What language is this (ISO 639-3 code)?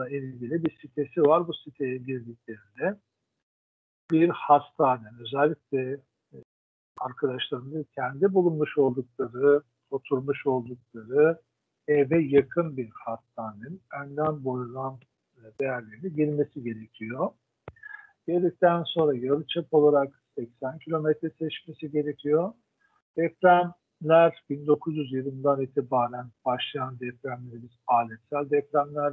tur